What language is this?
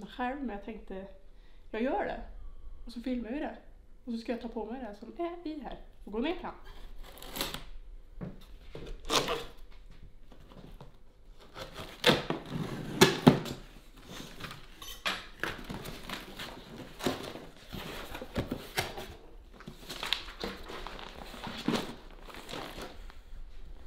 Swedish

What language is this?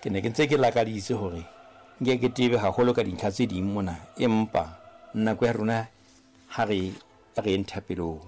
Southern Sotho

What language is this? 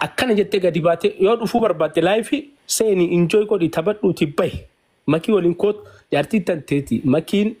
Oromo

